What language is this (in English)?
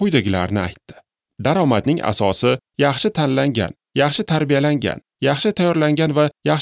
Uzbek